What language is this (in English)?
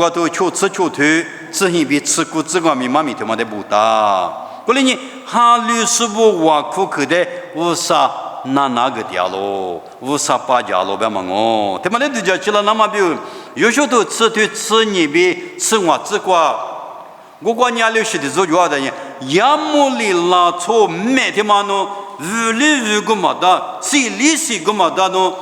Lisu